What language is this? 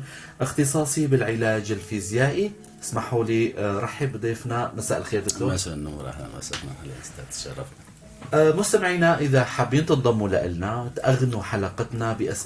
North Levantine Arabic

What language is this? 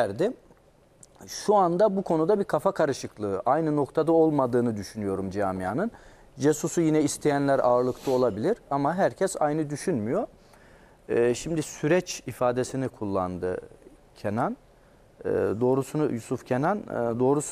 Turkish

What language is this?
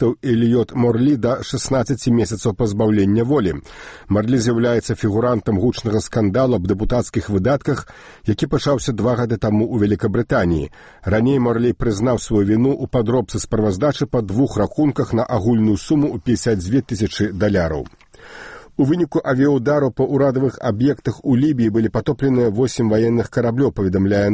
Belarusian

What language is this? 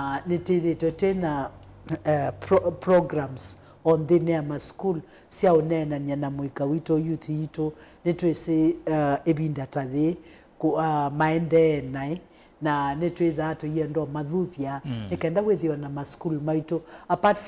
Kamba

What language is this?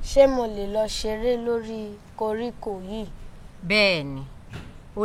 Yoruba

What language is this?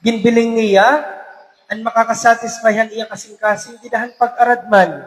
Waray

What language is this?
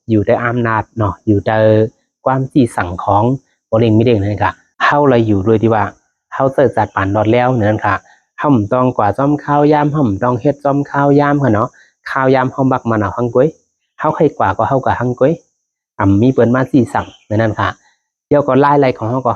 Shan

